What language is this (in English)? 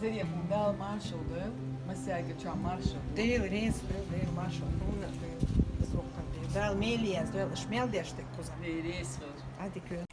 Chechen